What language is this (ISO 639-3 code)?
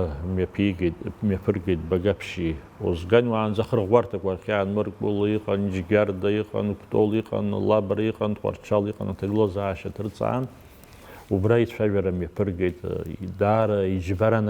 abk